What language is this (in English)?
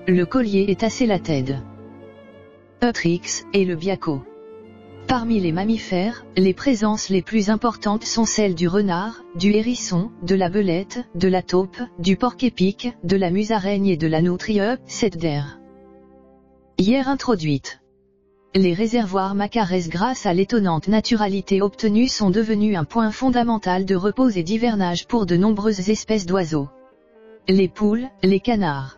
French